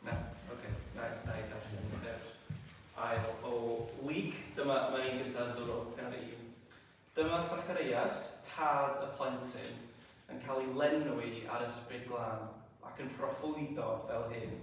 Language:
Welsh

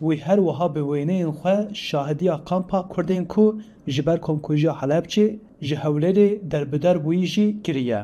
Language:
Kurdish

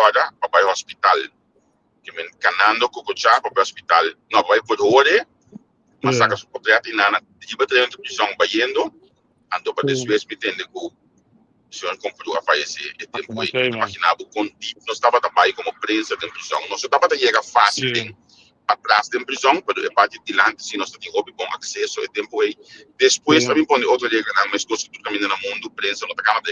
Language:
Papiamento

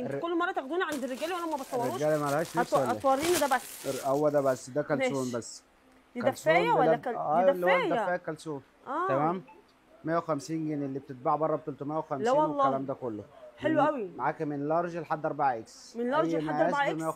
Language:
Egyptian Arabic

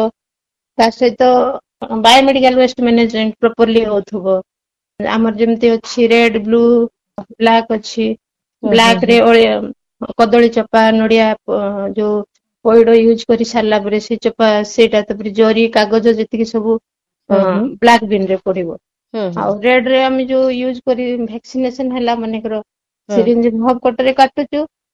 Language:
Odia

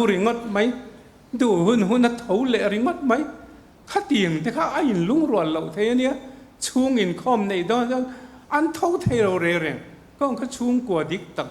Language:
Mizo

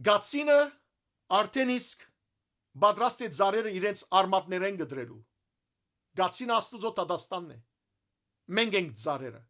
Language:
Western Armenian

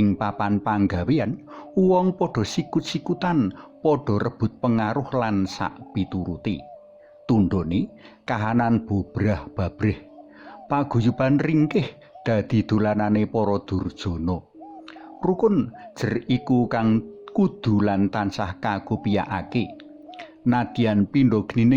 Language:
Javanese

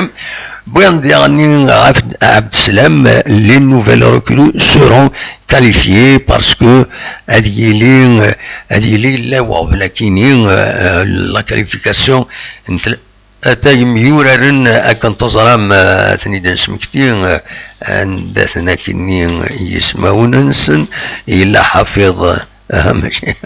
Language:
Kabyle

